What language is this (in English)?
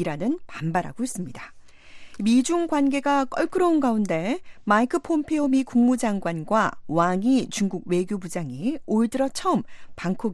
Korean